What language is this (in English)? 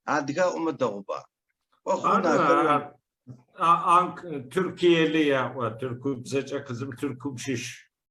Adyghe